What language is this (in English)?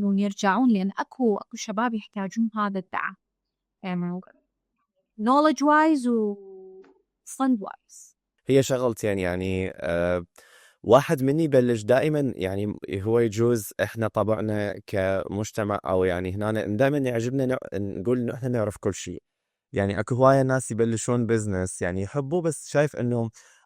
Mesopotamian Arabic